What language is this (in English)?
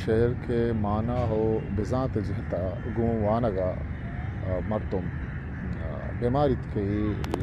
Baluchi